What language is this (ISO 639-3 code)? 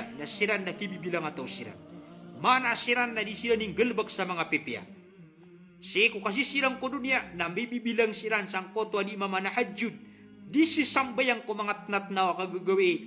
mrw